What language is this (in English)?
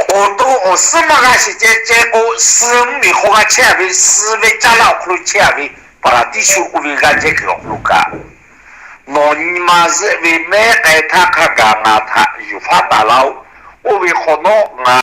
Lahu